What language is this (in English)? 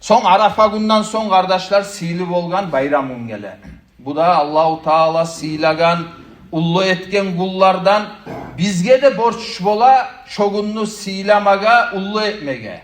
Kumyk